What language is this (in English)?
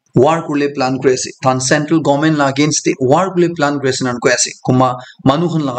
Naga Pidgin